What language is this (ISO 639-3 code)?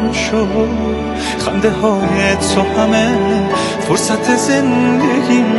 fas